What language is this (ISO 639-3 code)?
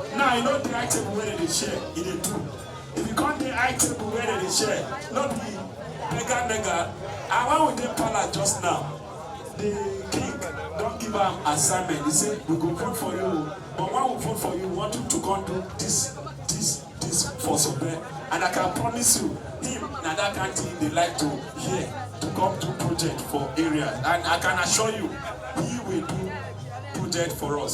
pcm